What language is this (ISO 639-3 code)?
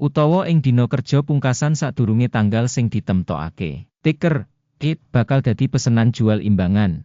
jav